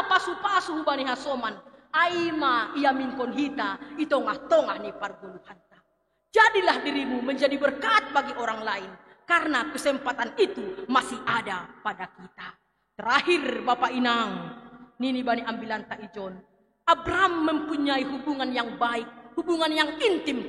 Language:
Batak Simalungun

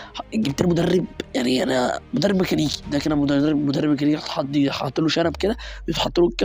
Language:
Egyptian Arabic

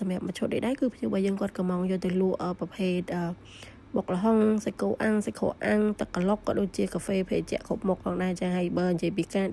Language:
Khmer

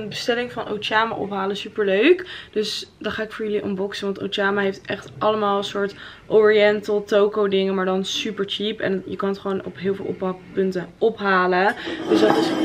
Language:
Dutch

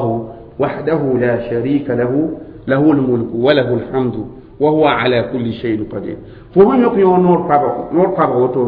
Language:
Mossi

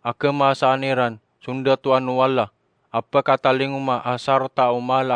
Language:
Maranao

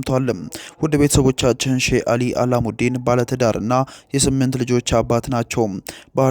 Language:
Amharic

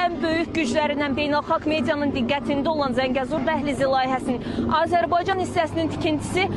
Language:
Azerbaijani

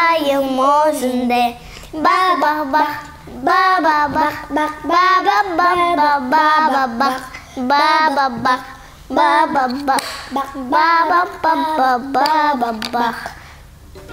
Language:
Crimean Tatar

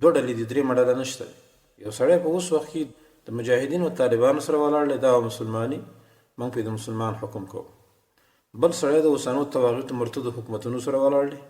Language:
Pashto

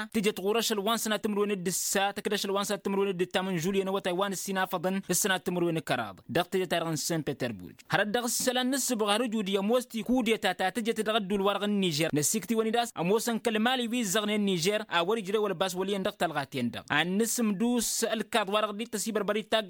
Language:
Tamasheq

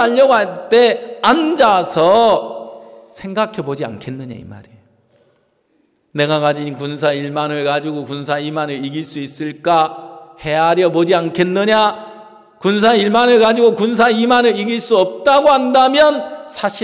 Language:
Korean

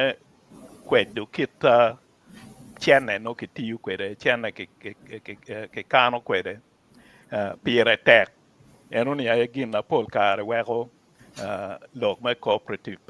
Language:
Acoli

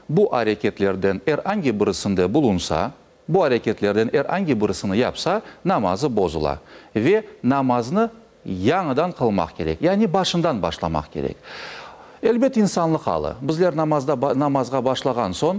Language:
Crimean Tatar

